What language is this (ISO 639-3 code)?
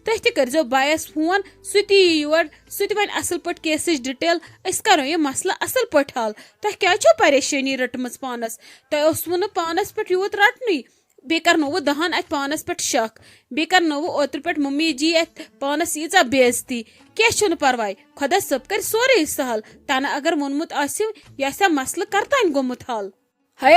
kas